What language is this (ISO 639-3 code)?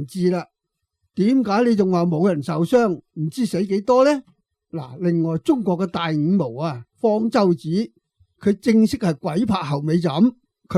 yue